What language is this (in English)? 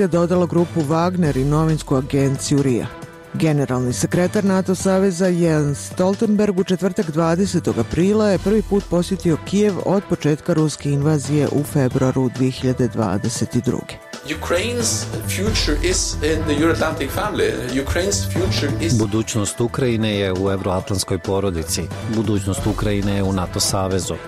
Bosnian